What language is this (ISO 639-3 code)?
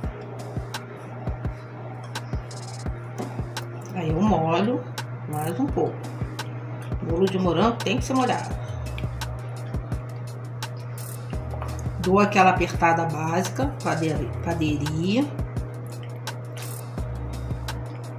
por